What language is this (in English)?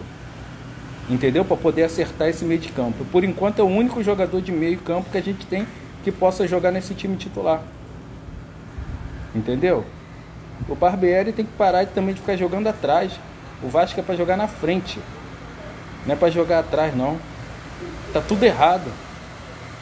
Portuguese